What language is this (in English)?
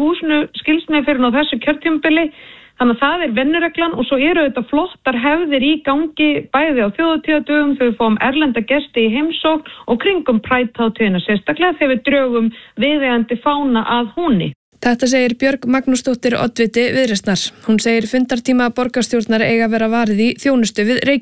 Icelandic